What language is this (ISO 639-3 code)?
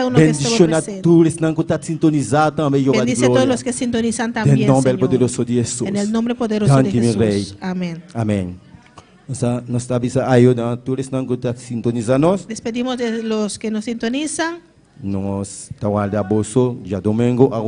pap